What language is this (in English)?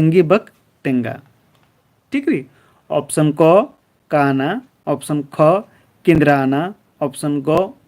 Kurukh